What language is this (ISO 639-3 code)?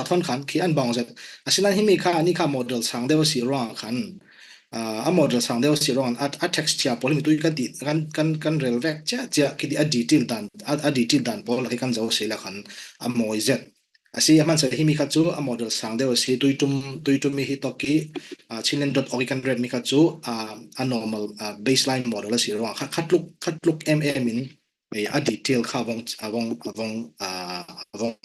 cfm